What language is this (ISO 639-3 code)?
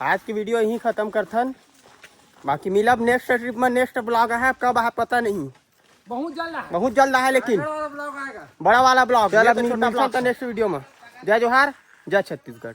hne